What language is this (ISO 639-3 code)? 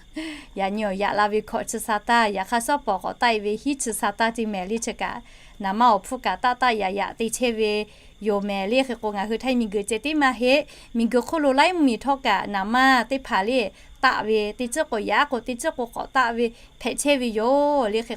lhu